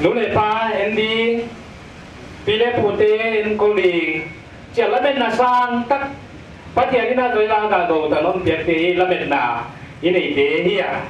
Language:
Paite Chin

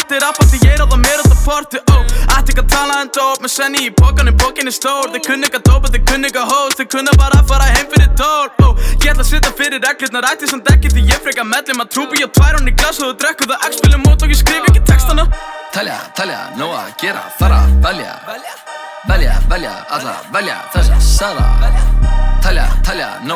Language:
Icelandic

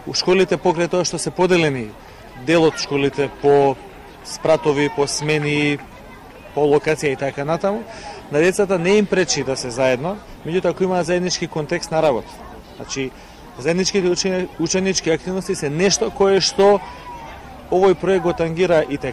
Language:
Macedonian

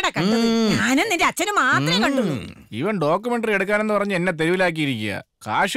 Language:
Malayalam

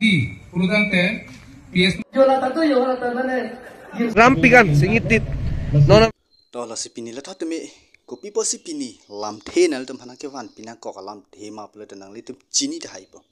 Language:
Karbi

